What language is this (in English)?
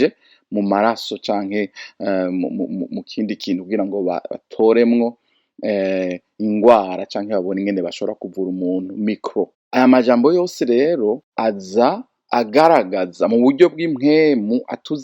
Rundi